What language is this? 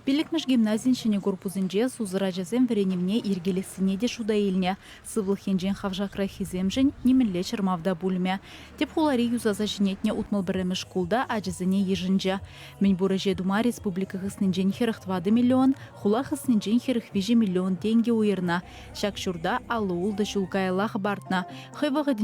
Chuvash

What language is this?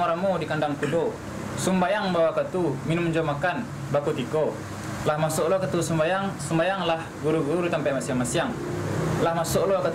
Minangkabau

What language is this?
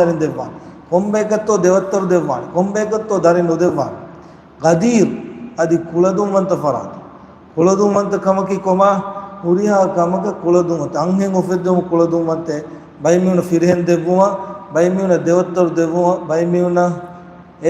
Divehi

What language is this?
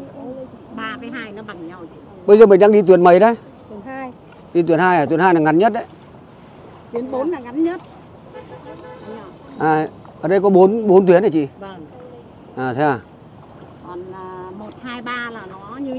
Vietnamese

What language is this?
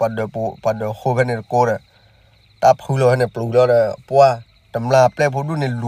S'gaw Karen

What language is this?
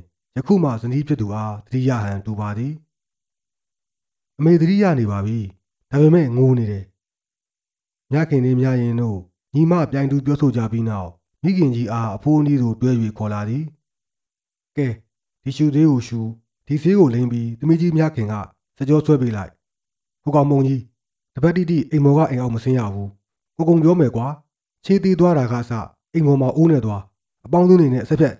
Burmese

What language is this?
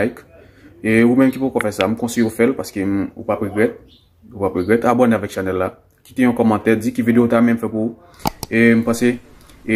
Haitian Creole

